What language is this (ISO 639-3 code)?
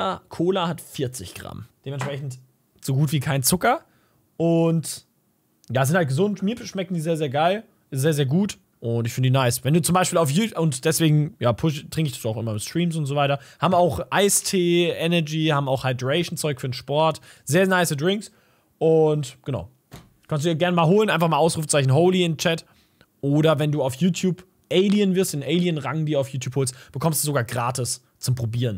deu